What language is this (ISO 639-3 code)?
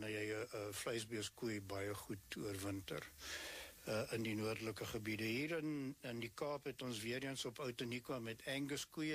afr